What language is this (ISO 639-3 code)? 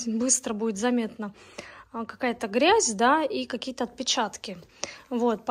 rus